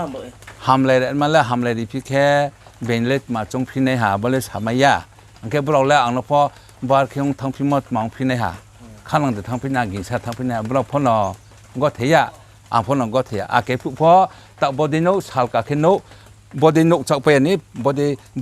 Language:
Riang (India)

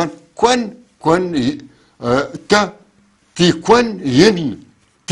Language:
North Levantine Arabic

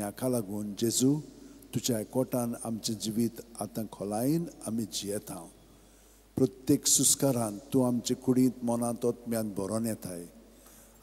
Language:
Konkani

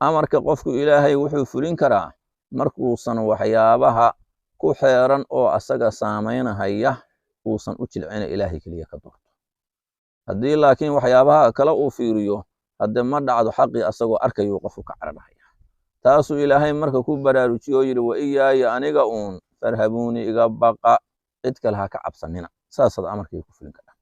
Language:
Somali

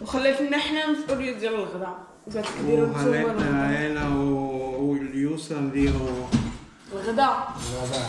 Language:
Moroccan Arabic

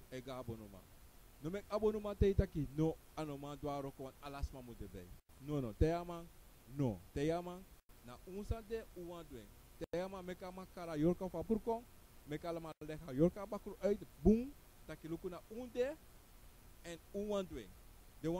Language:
Sranan Tongo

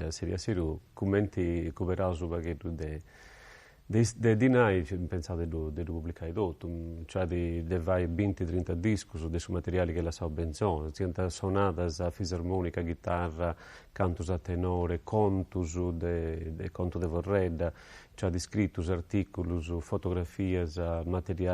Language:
Sardinian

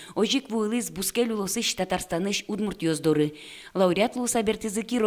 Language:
Udmurt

